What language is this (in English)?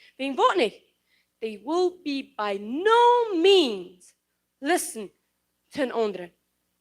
Plautdietsch